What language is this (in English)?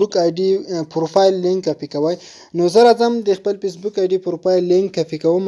Pashto